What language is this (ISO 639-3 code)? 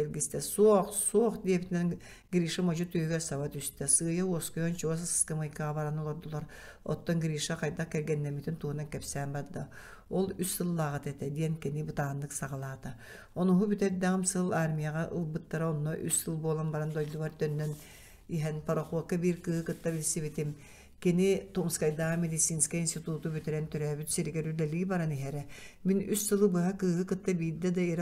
sah